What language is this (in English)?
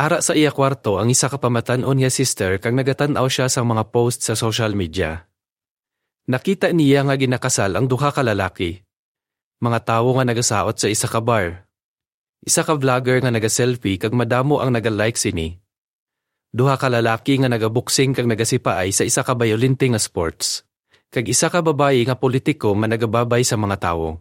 Hiligaynon